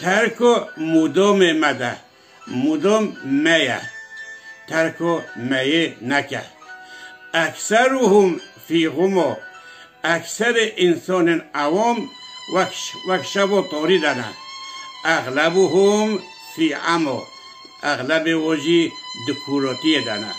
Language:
Kurdish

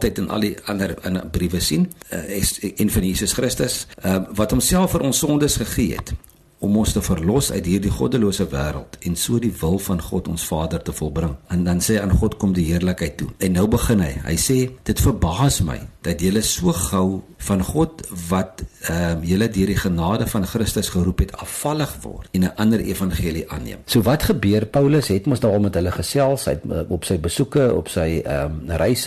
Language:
Afrikaans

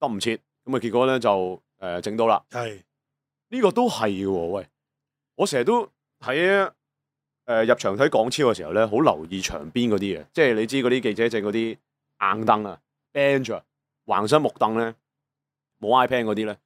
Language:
Cantonese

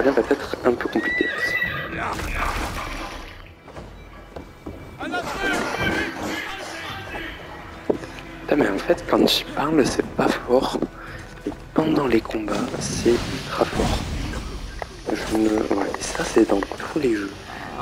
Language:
French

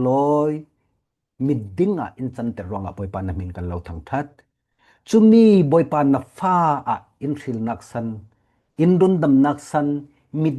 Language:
Falam Chin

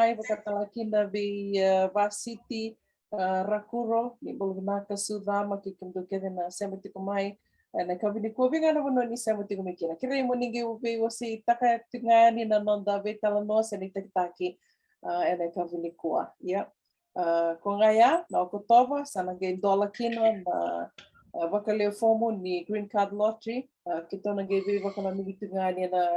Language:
Fijian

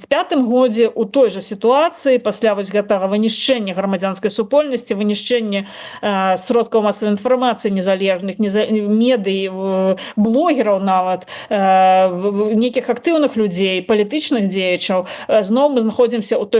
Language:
Belarusian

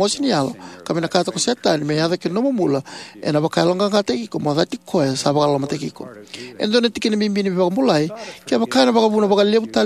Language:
Fijian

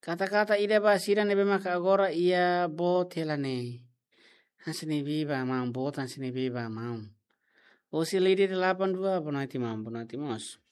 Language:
Tetum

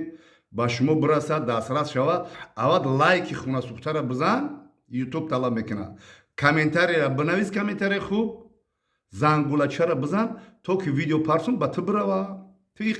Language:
Tajik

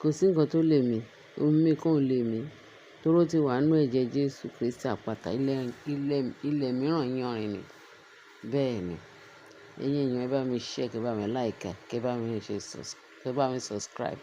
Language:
Yoruba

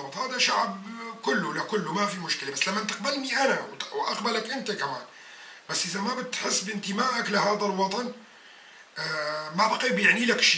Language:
North Levantine Arabic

